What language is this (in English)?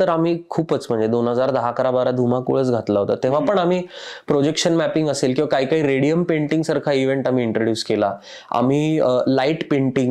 Marathi